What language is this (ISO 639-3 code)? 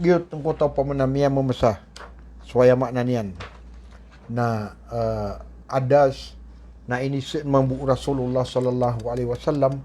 mrw